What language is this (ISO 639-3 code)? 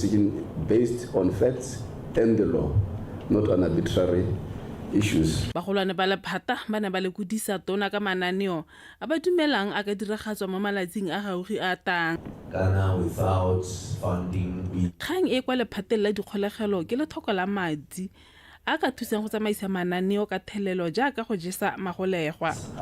tsn